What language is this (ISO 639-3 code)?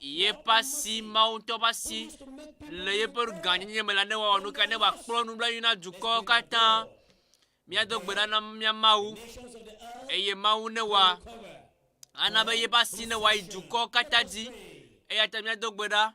ewe